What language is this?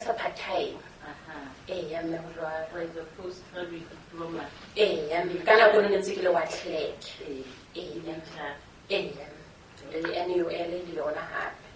Southern Sotho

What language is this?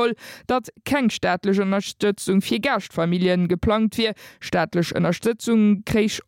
Luxembourgish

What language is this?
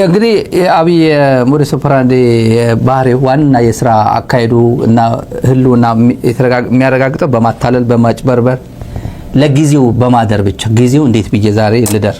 Amharic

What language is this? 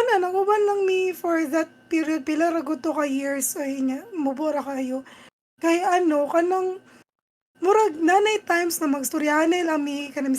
Cebuano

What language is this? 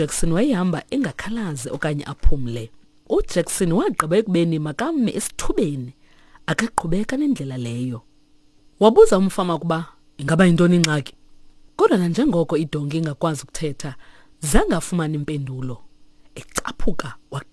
Xhosa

